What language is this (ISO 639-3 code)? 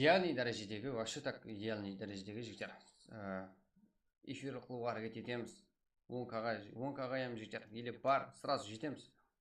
kaa